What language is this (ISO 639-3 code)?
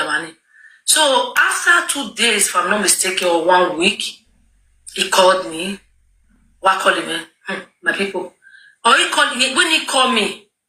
pcm